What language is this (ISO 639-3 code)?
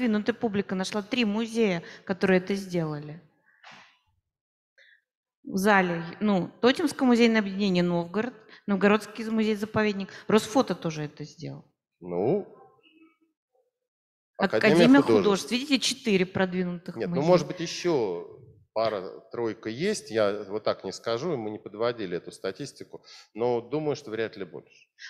rus